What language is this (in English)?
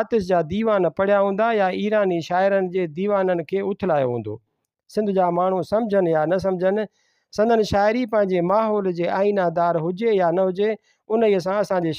Sindhi